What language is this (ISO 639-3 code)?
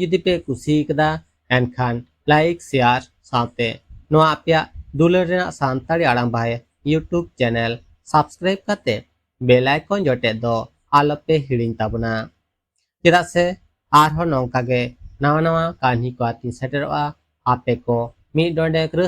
sat